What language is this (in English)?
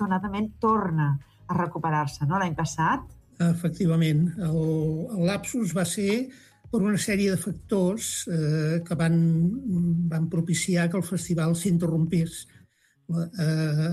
Catalan